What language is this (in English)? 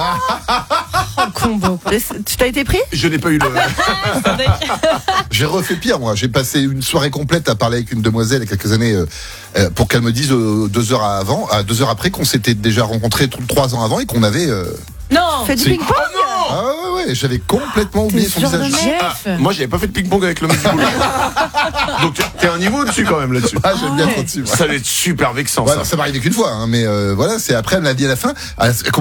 French